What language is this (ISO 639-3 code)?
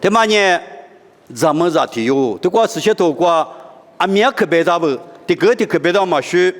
lis